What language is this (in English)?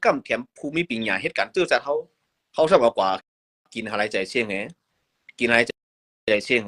Shan